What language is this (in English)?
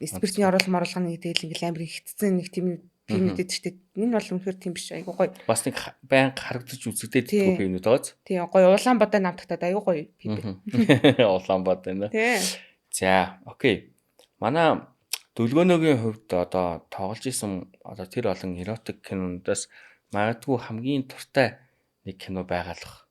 Mongolian